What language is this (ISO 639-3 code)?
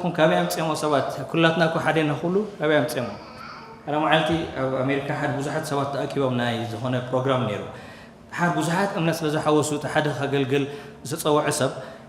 tir